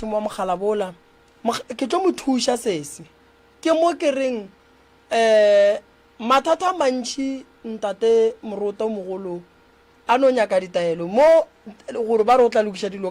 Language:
Northern Sotho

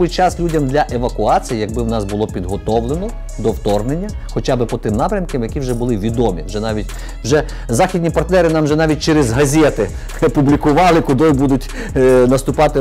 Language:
Ukrainian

